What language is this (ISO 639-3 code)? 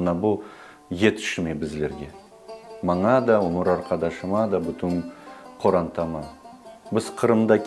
crh